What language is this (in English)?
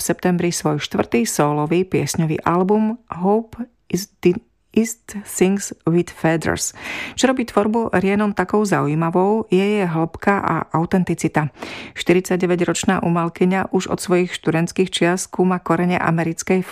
Slovak